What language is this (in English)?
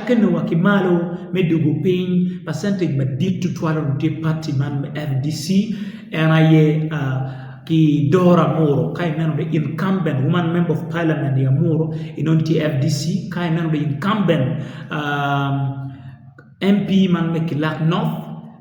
Acoli